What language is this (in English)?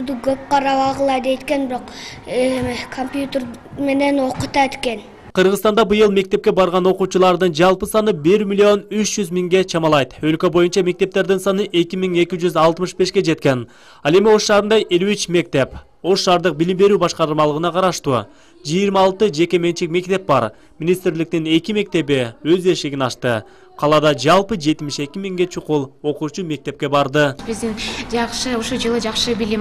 Kyrgyz